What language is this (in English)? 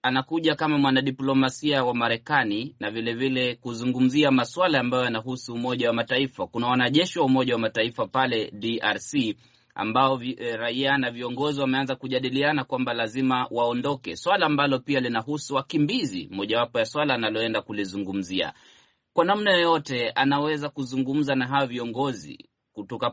Swahili